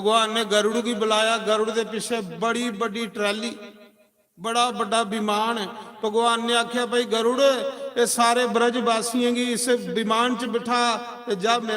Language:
Dogri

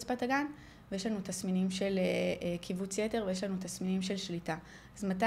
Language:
Hebrew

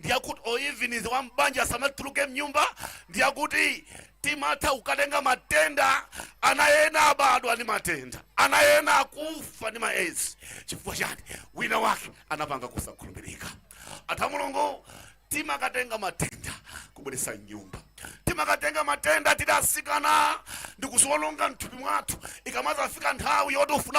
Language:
Nyanja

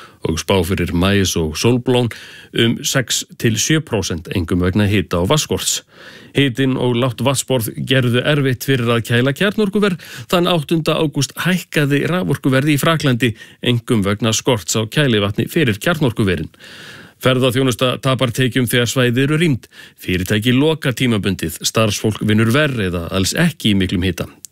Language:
Icelandic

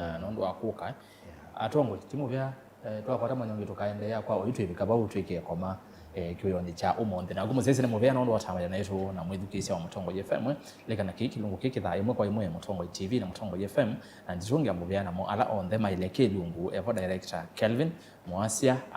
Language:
Kamba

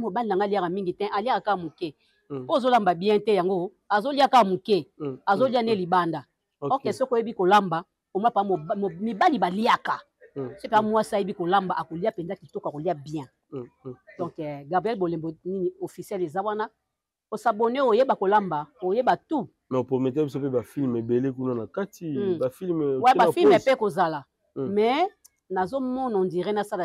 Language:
Lingala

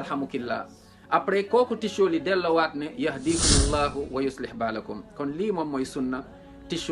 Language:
Wolof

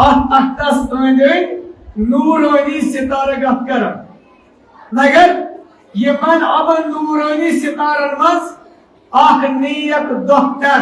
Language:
Kashmiri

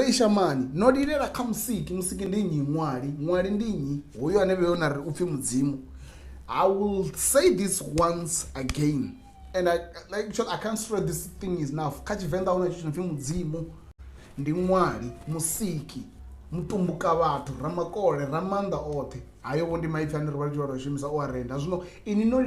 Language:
Venda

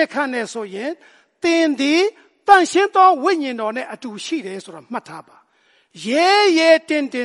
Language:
Burmese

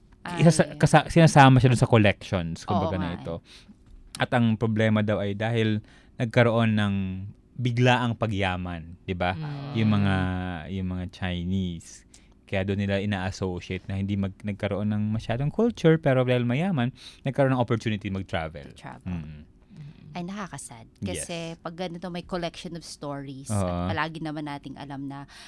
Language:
Filipino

